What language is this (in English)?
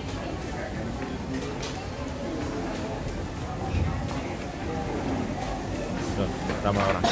Malay